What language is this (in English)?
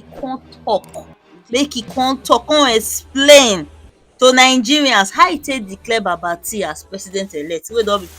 Nigerian Pidgin